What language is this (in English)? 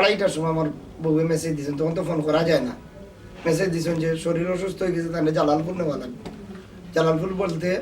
Sylheti